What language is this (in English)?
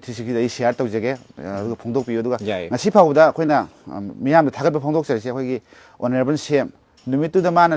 Manipuri